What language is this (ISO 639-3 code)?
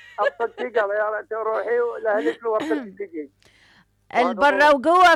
acm